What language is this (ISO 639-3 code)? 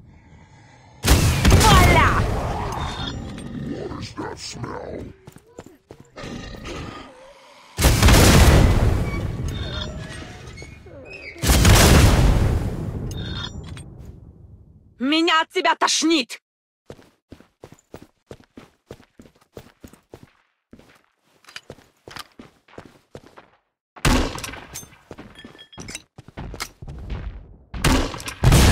rus